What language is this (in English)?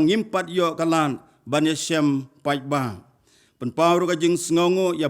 Khasi